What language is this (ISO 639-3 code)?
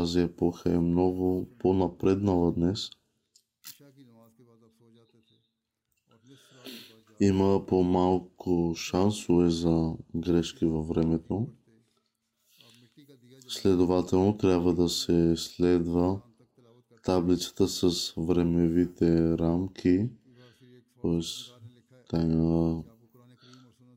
bul